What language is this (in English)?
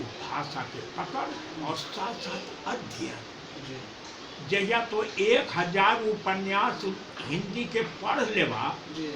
Magahi